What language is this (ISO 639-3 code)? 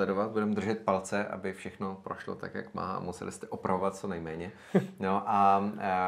ces